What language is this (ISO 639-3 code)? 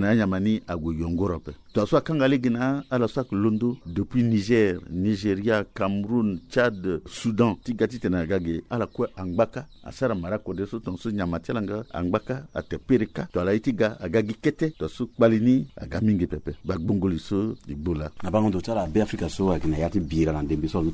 sag